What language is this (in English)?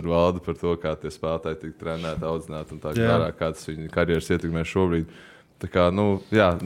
Latvian